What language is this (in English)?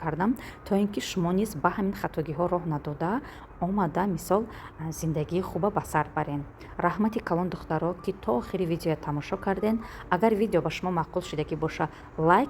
Tajik